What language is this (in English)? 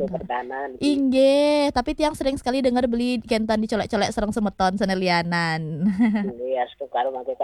Balinese